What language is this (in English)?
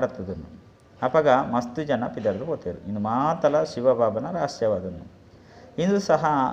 Tulu